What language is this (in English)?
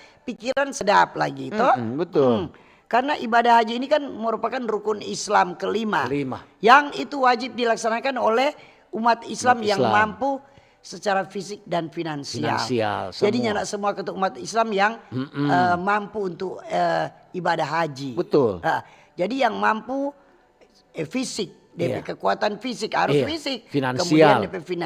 Manado Malay